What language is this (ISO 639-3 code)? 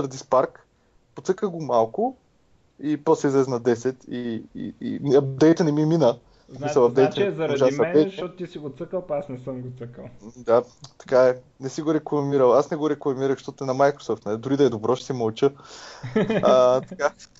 bul